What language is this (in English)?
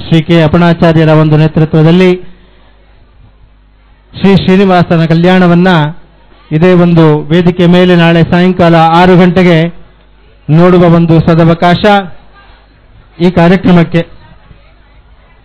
Kannada